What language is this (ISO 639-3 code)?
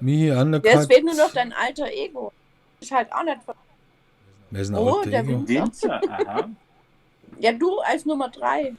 bar